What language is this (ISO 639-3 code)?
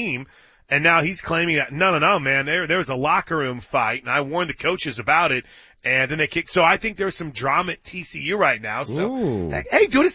eng